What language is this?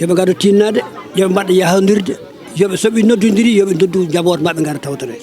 Fula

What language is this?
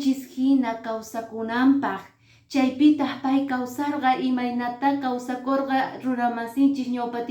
Quechua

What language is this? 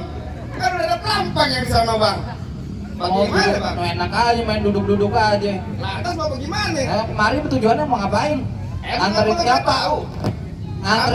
Betawi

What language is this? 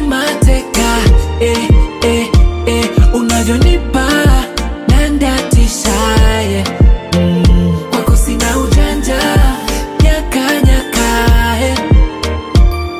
Swahili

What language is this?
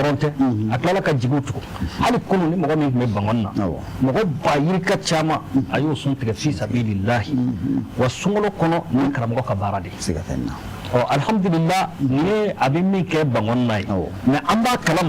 Bambara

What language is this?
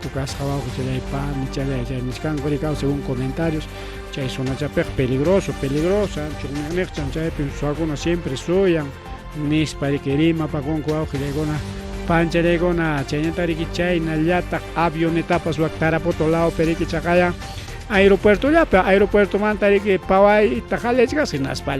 Ayacucho Quechua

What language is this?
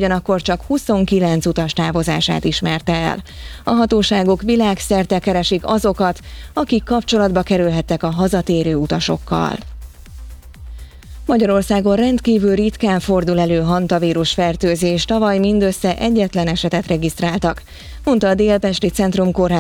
Hungarian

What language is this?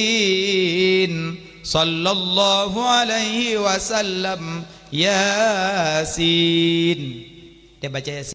Achinese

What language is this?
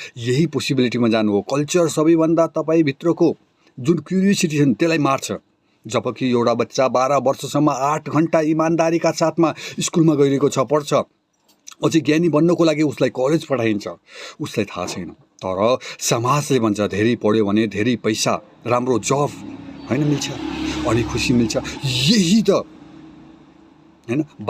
Nepali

